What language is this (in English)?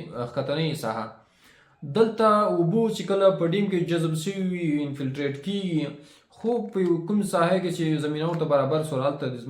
Pashto